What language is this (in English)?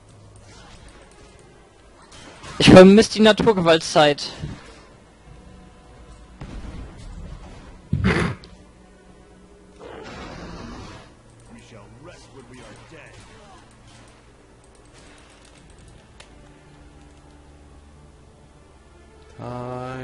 German